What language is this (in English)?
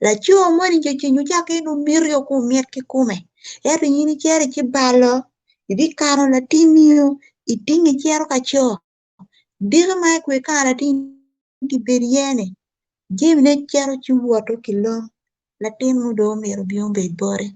Acoli